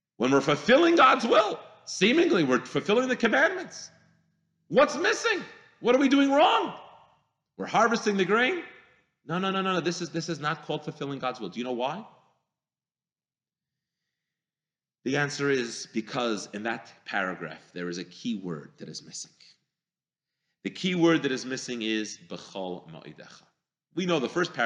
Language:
English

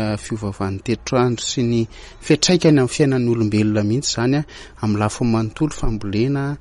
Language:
Malagasy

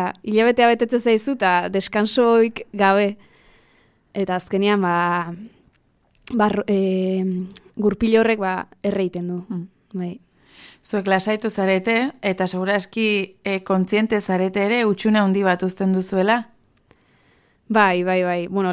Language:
Basque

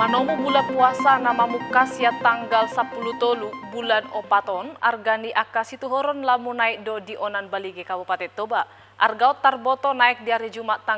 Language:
Batak Toba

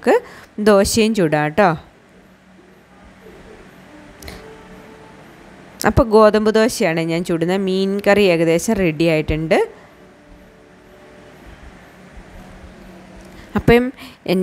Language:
Malayalam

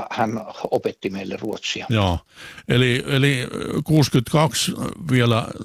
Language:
Finnish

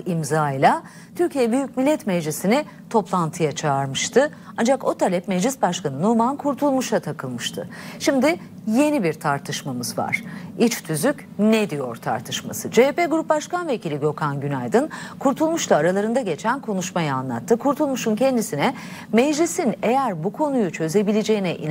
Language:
Turkish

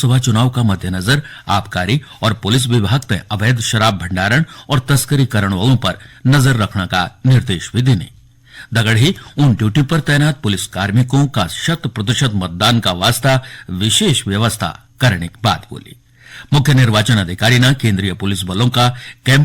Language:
Garhwali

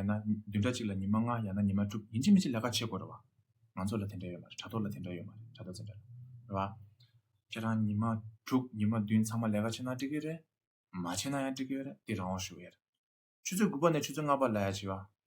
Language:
Tibetan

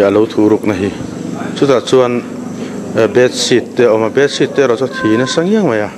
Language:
Mizo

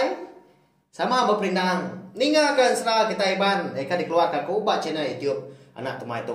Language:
Iban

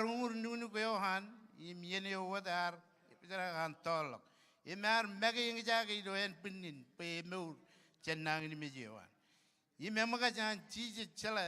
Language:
Marshallese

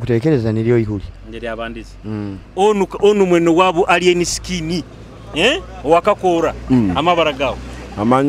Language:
Tooro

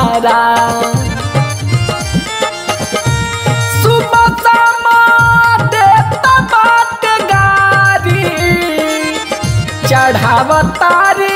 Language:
Bhojpuri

